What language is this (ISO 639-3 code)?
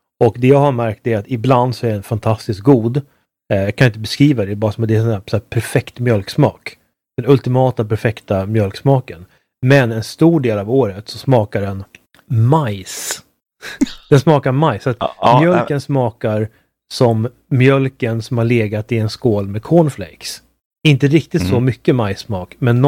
swe